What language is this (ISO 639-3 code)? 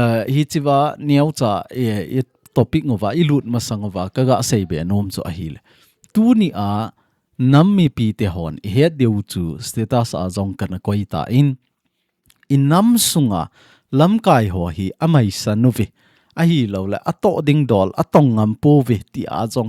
tcz